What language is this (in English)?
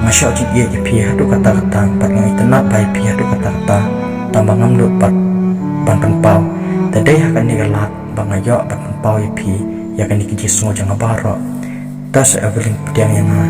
Khasi